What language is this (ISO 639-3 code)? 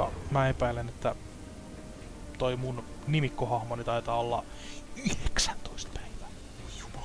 fin